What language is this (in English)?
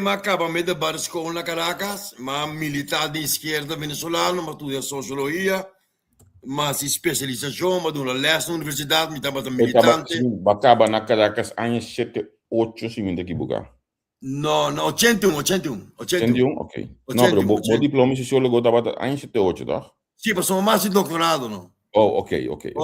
Papiamento